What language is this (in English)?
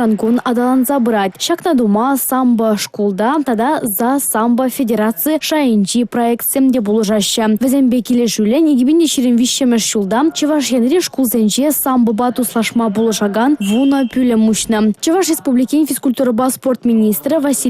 Chuvash